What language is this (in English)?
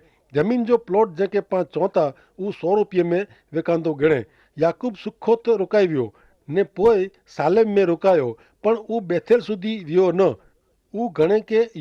Kachhi